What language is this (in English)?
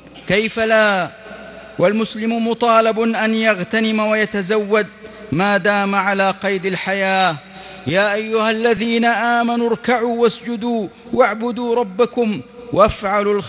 Arabic